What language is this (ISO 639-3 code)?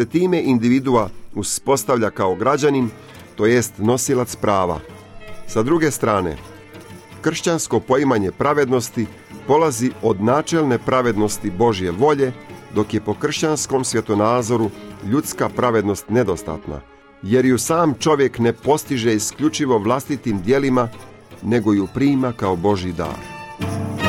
hrv